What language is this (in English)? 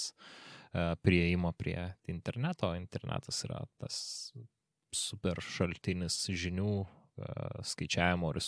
Lithuanian